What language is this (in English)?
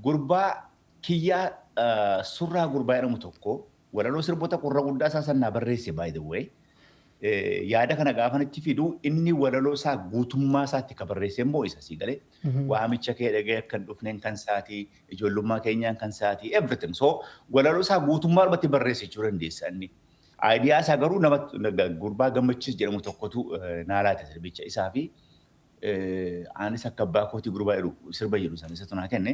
Oromo